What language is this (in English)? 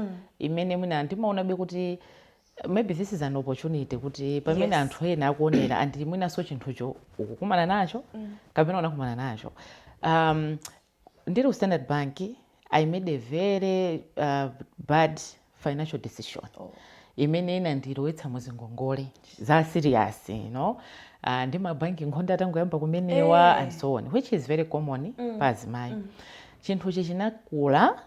Nyanja